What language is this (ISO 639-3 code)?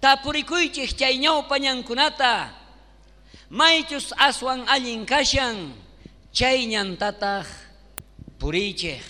quh